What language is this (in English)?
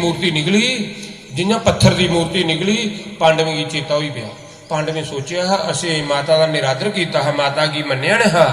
Dogri